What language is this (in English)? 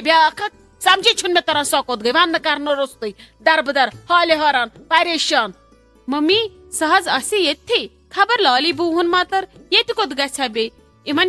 Kashmiri